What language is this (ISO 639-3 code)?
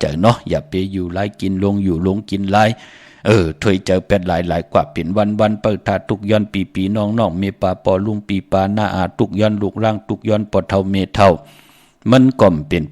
shn